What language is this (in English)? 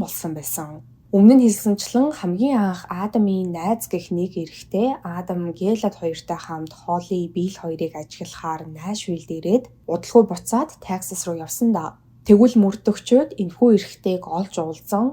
Mongolian